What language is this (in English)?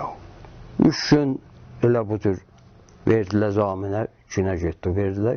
South Azerbaijani